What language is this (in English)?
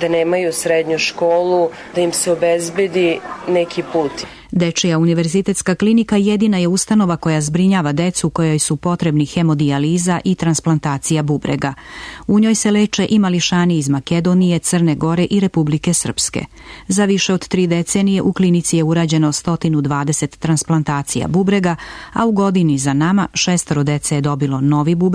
Serbian